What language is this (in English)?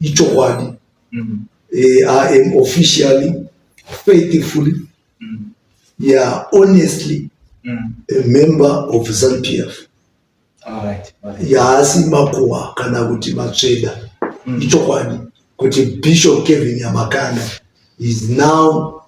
Shona